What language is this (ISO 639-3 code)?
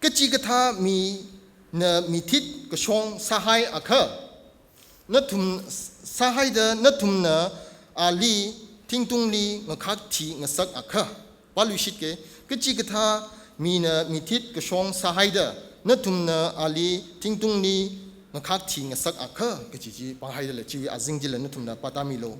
nmf